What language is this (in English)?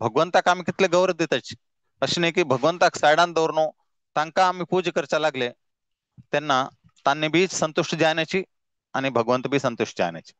Konkani